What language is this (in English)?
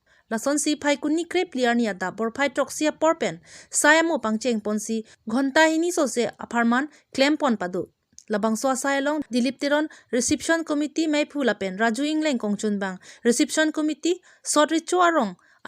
Karbi